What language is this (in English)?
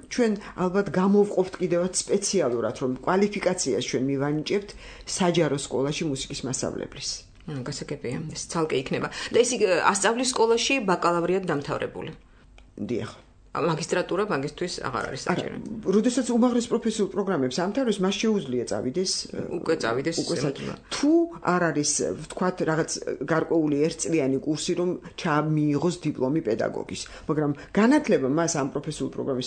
Georgian